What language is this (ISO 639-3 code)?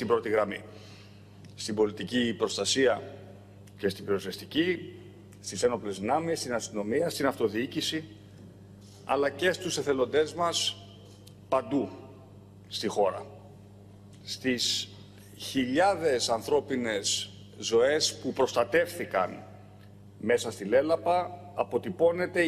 ell